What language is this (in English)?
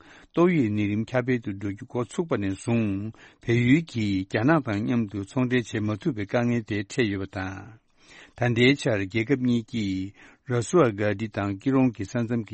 Tibetan